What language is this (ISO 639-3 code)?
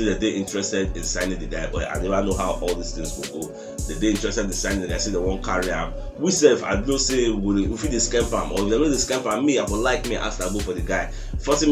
pcm